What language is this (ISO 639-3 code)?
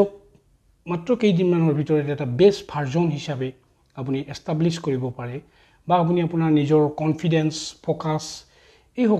asm